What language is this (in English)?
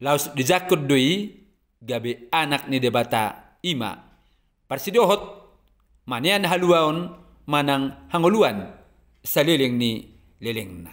Batak Toba